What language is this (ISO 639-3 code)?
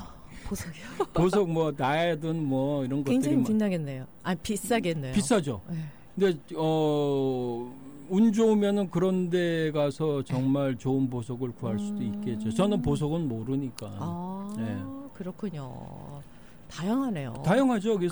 kor